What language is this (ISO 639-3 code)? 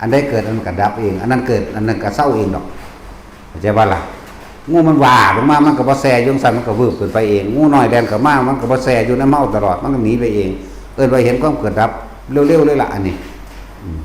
tts